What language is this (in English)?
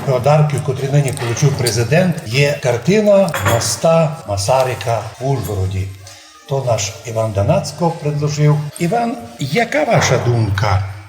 Rusyn